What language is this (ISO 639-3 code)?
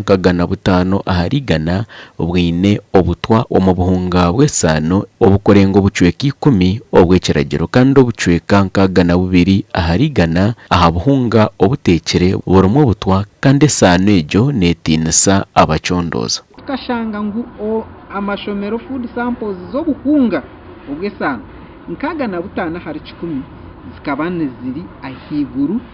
nyn